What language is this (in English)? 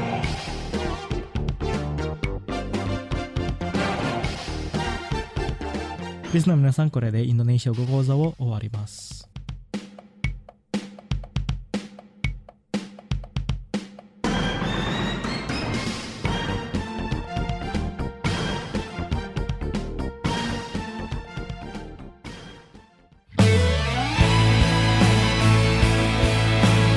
Japanese